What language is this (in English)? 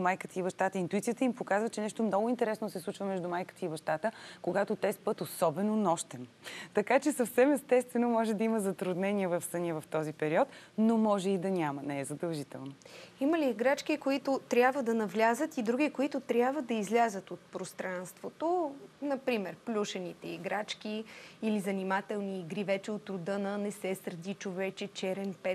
Bulgarian